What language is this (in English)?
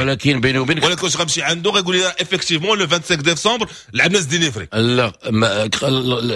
Moroccan Arabic